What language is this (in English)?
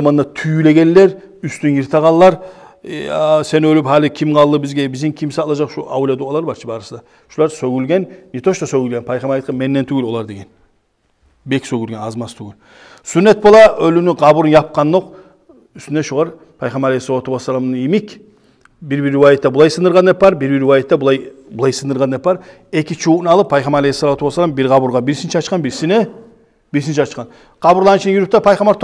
Kumyk